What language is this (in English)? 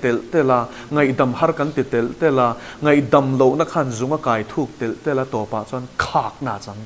Mizo